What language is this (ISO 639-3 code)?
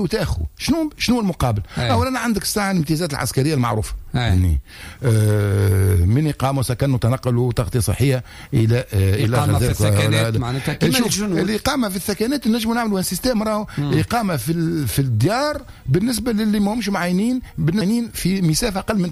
aeb